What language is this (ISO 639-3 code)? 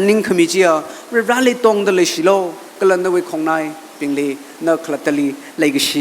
nmf